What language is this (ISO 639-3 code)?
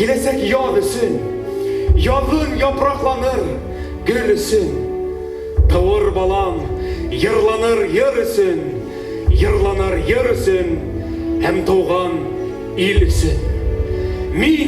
bak